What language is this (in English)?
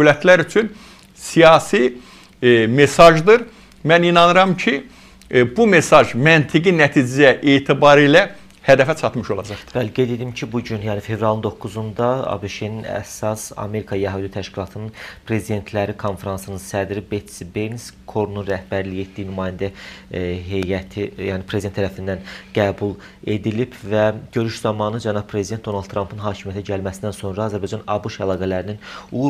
Azerbaijani